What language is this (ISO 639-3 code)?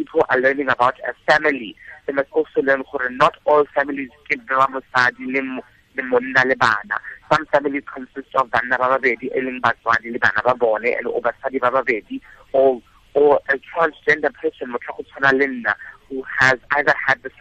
tsn